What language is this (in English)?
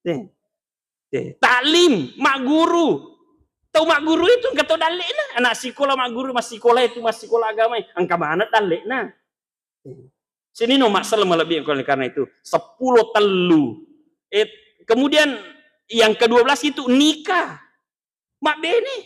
Buginese